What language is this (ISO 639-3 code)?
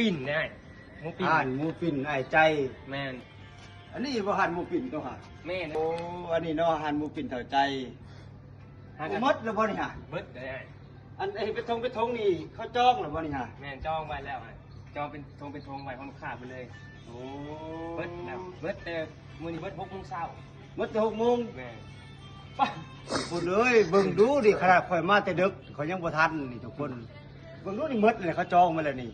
lao